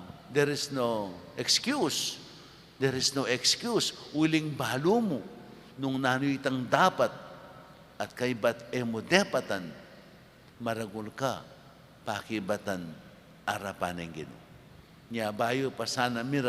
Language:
Pampanga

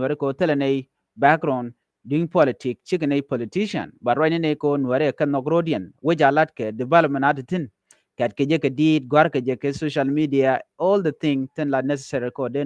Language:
Nuer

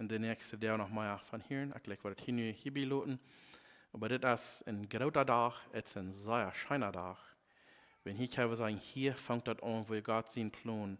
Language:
Plautdietsch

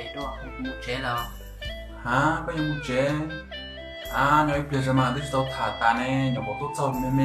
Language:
Hmong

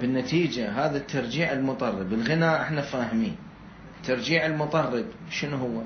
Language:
Mesopotamian Arabic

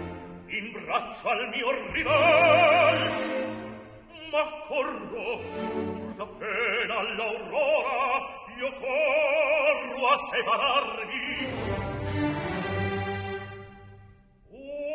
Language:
Italian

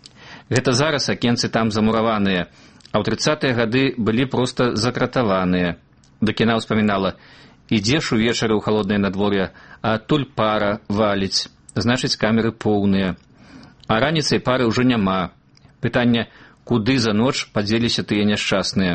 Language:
Belarusian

